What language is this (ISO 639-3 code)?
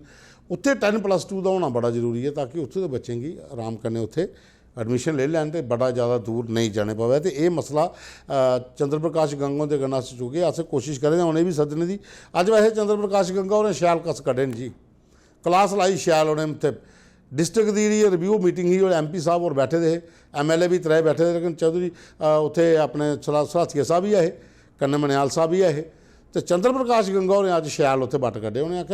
doi